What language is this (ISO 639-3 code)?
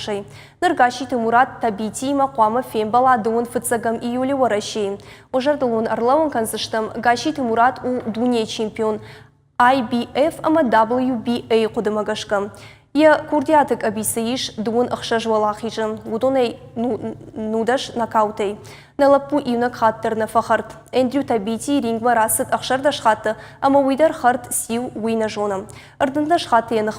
oss